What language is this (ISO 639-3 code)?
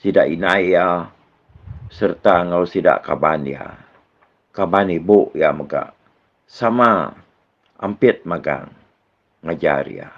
iba